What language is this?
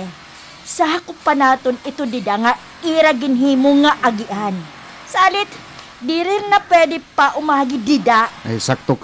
Waray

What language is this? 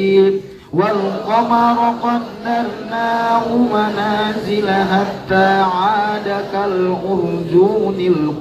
Arabic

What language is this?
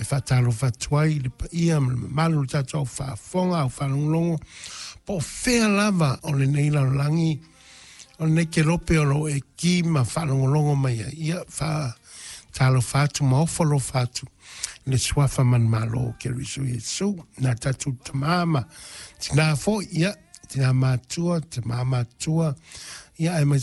Samoan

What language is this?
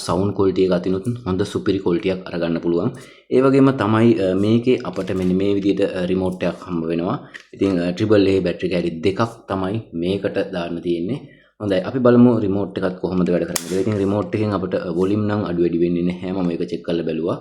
Sinhala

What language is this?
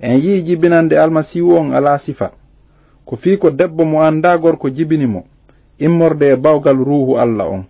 Fula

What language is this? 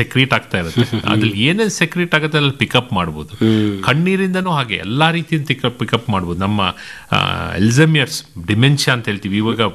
Kannada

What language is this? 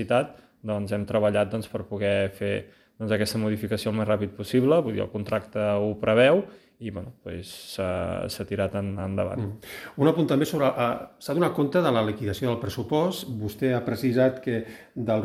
Catalan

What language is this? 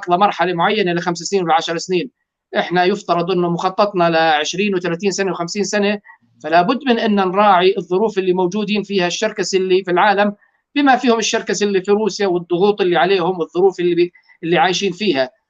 North Levantine Arabic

